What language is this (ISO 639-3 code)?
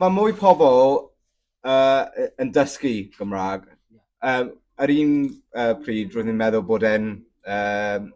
cym